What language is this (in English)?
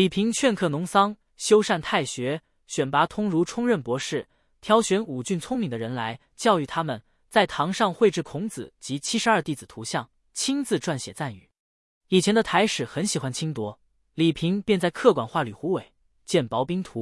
Chinese